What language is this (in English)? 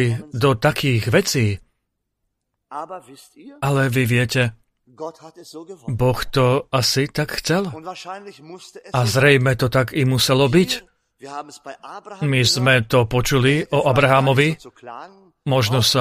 Slovak